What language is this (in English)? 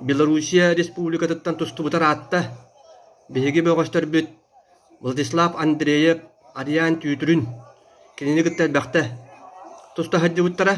Yakut